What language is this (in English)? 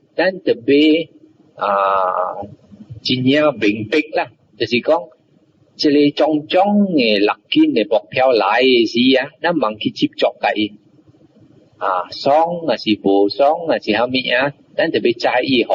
Min Nan Chinese